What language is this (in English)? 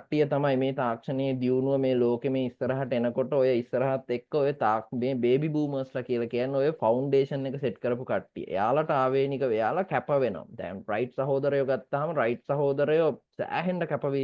Sinhala